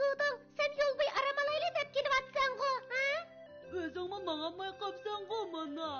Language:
Uyghur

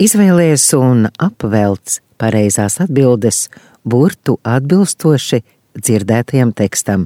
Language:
Latvian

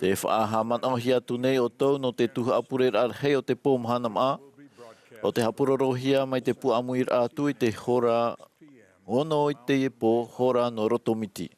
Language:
Tahitian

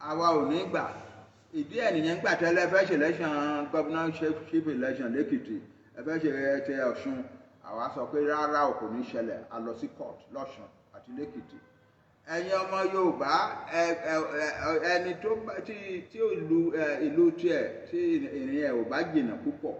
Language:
Yoruba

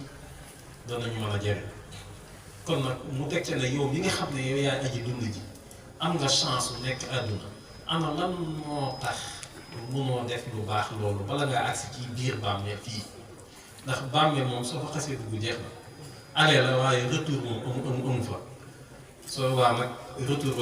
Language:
Wolof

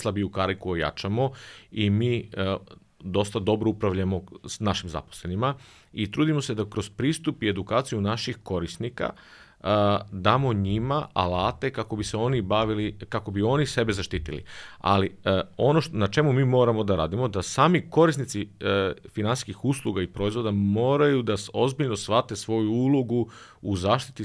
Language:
Serbian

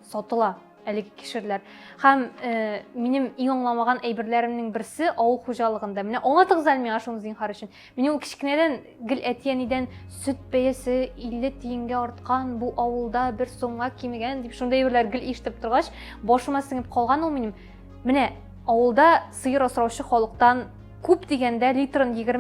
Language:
Tatar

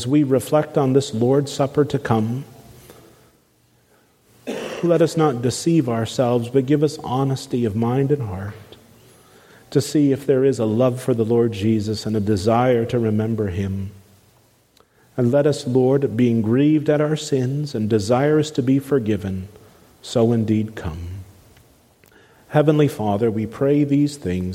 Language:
English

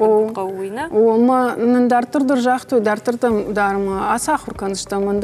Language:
Ossetic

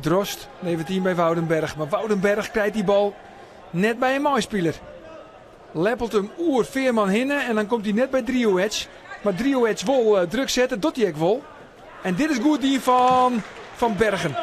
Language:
Western Frisian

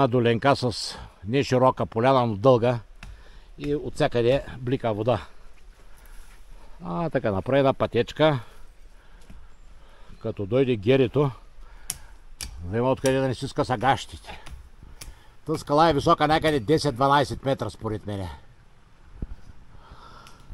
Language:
Bulgarian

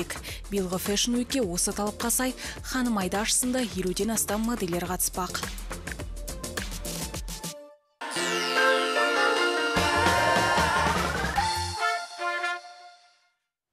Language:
Kazakh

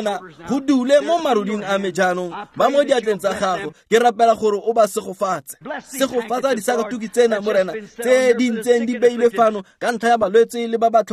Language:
Tswana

